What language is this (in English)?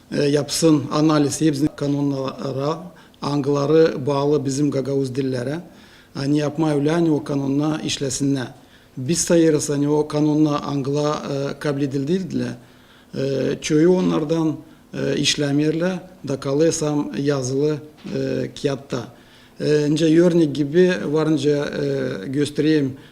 Gagauz